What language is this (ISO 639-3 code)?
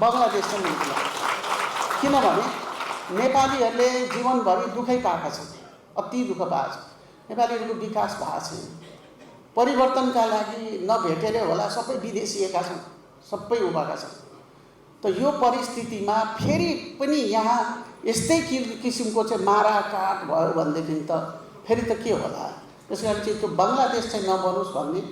nep